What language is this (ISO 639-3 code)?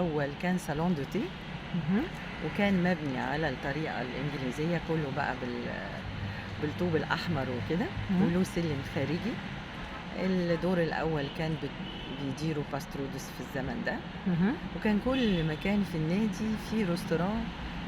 arz